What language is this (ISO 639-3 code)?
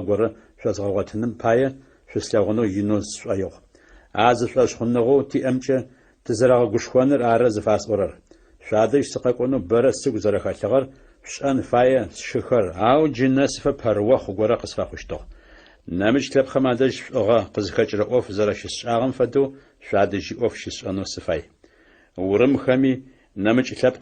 ady